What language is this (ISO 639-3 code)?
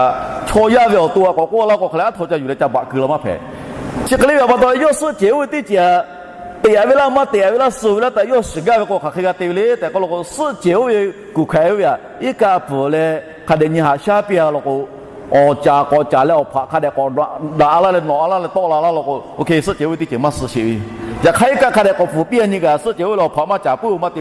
lhu